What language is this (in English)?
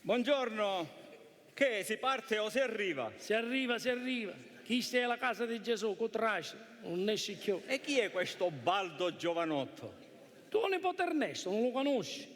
Sicilian